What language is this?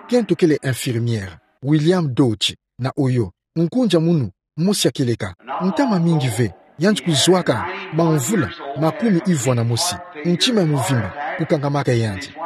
Kituba (Democratic Republic of Congo)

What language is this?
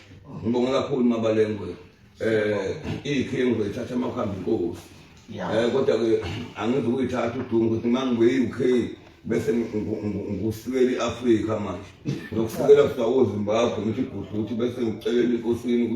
Zulu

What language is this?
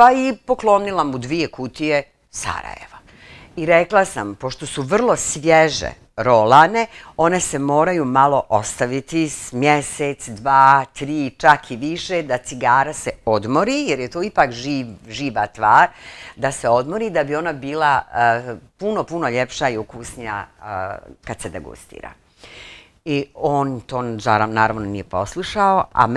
Bosnian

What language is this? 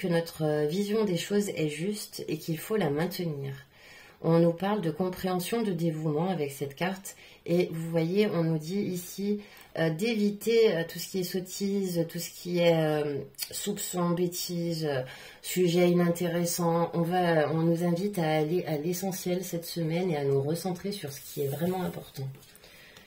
French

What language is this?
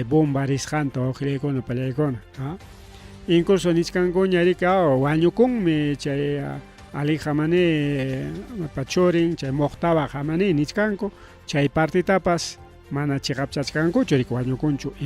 Ayacucho Quechua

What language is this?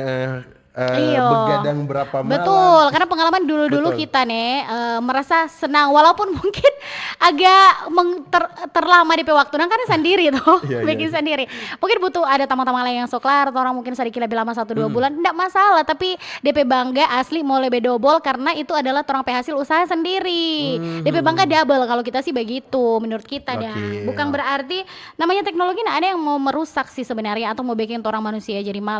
Manado Malay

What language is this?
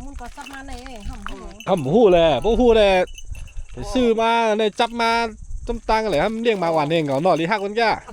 Shan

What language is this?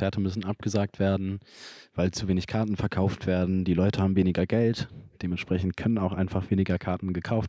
German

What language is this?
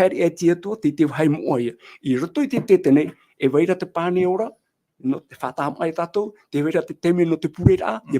Tahitian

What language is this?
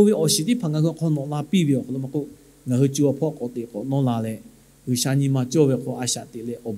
Lahu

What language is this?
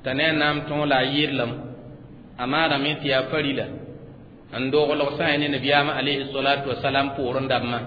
Mossi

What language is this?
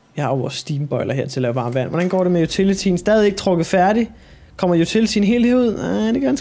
Danish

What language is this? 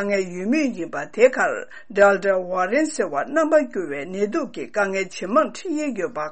Tibetan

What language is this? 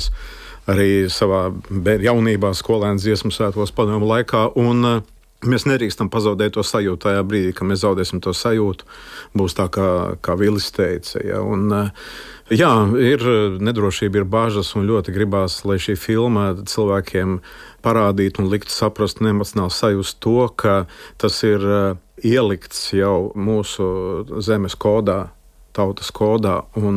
Latvian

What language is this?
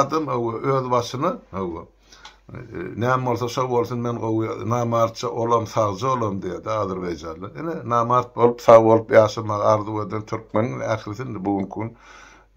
Turkmen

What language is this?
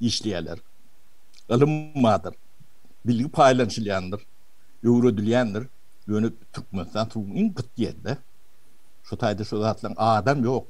Turkmen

